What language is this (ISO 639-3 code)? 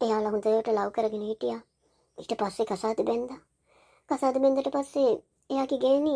sin